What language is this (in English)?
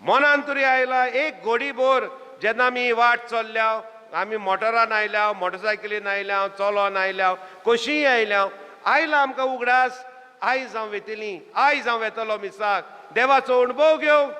Konkani